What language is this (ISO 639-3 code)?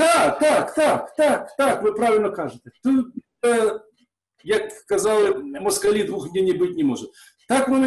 ukr